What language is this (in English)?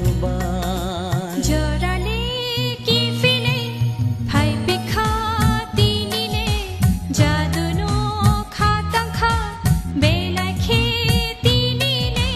Kok Borok